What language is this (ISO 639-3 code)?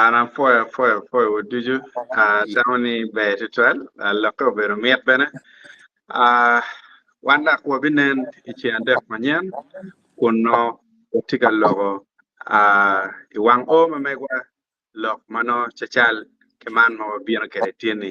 ach